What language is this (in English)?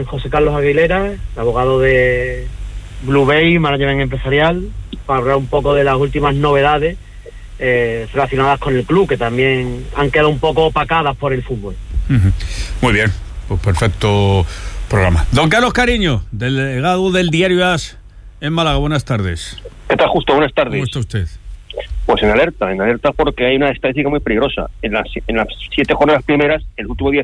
Spanish